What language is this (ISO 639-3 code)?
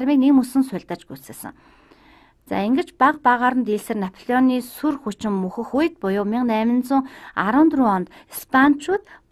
mon